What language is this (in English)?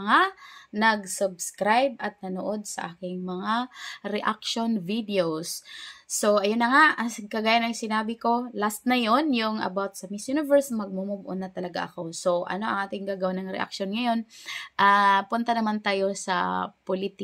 Filipino